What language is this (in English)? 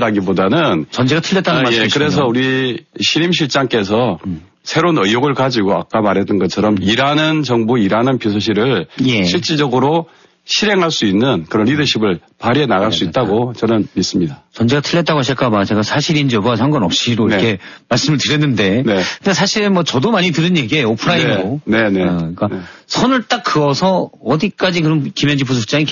Korean